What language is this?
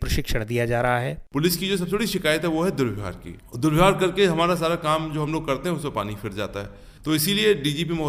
Hindi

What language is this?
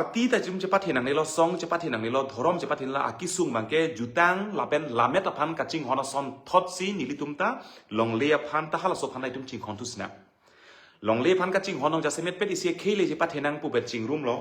Karbi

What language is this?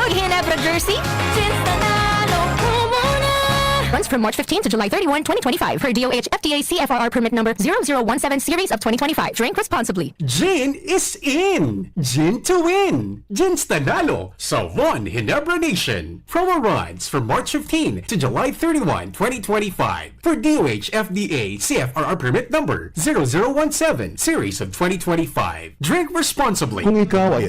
Bikol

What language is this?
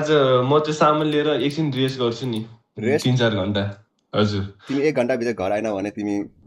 Nepali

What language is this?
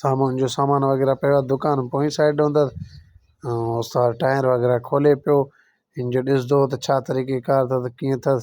Sindhi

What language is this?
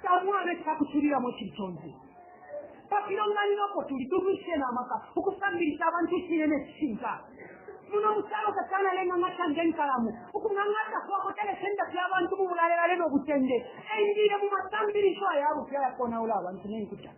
Bemba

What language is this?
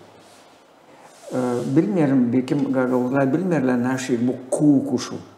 Gagauz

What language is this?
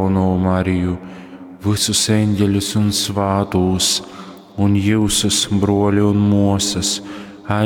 Latgalian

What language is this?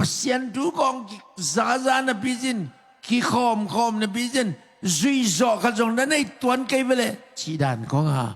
Tedim Chin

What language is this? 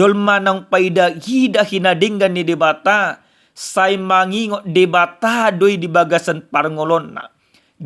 Batak Toba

